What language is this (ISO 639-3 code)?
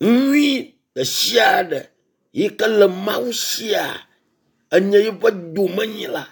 ewe